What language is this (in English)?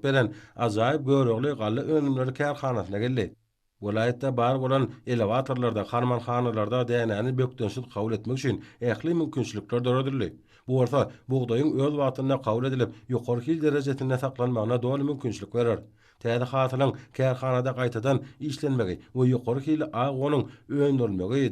Turkmen